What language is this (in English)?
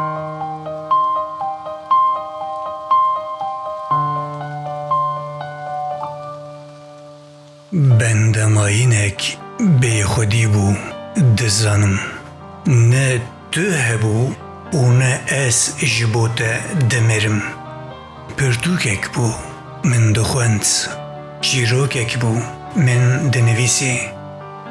Kurdish